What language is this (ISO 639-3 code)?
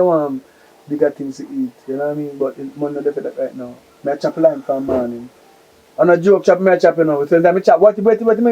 jam